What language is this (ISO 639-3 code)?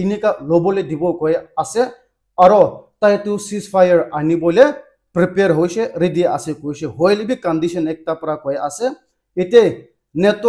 nag